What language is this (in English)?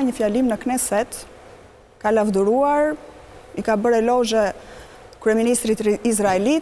Albanian